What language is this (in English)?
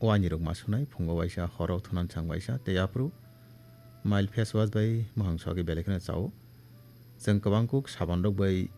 Kok Borok